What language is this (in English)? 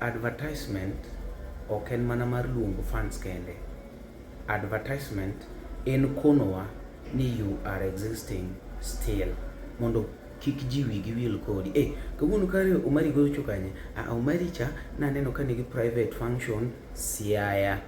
Luo (Kenya and Tanzania)